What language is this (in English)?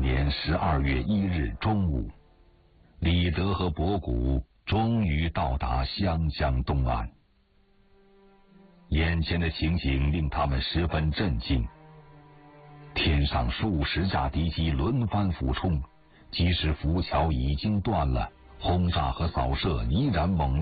Chinese